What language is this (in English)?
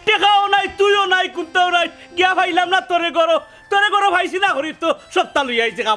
Sylheti